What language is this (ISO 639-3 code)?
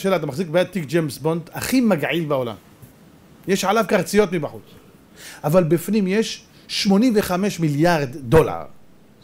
heb